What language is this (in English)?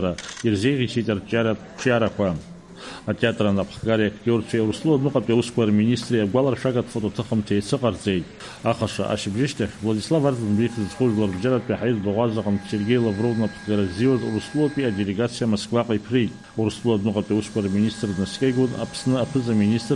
Abkhazian